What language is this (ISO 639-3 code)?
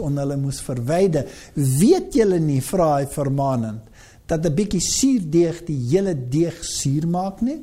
afr